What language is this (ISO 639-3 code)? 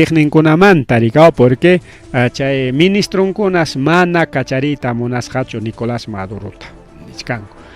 quy